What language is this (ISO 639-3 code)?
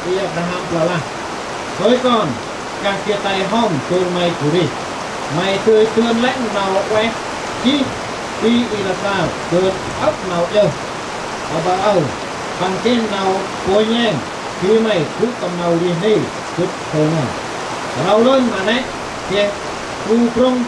cmo